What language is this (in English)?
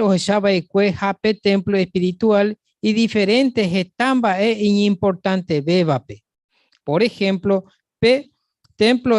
Guarani